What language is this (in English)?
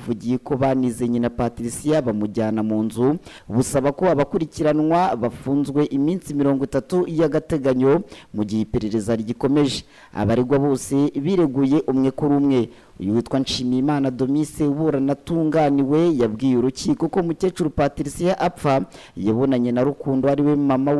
Kinyarwanda